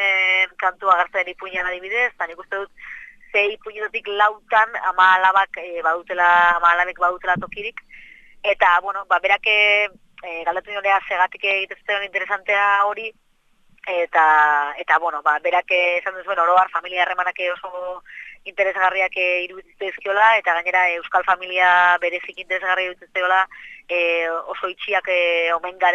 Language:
Basque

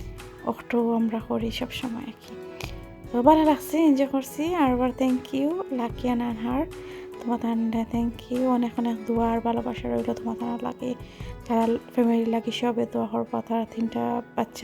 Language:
Sylheti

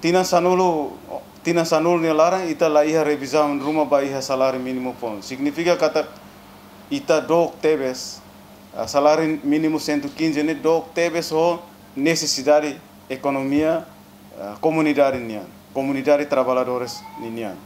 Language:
Tetum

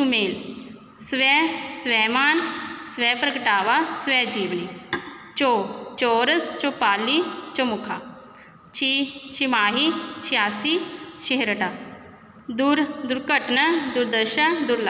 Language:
Punjabi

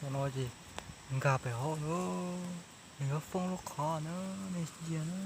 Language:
Hmong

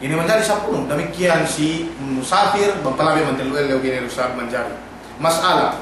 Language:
Yakan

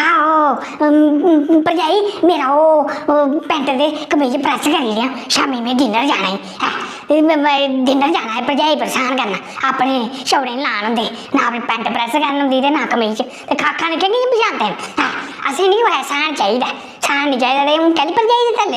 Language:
Dogri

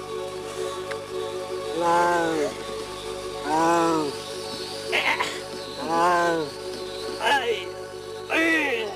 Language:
Poumei Naga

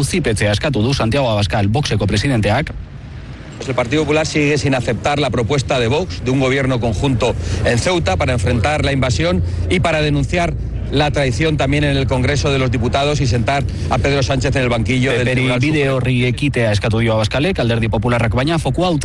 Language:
Basque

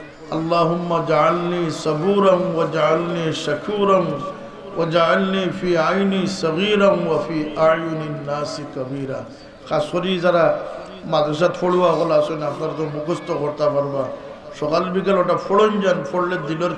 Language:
Sylheti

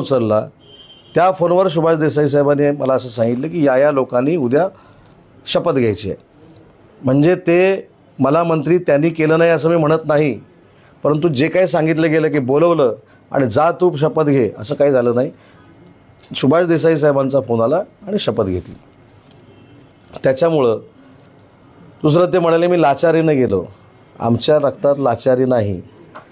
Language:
Marathi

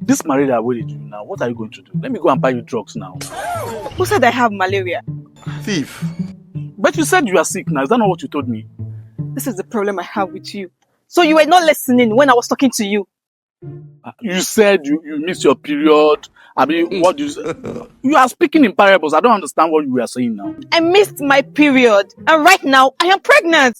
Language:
Nigerian Pidgin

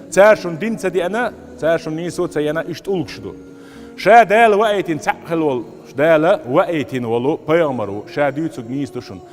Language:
Chechen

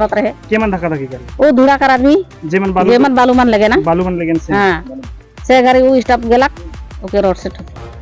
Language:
Sadri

